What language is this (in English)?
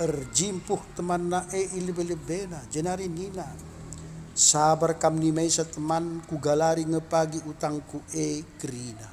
Batak Karo